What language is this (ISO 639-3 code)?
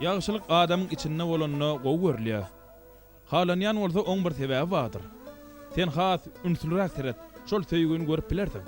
tuk